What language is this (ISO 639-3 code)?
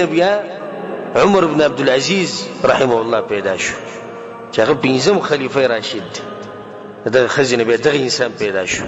pus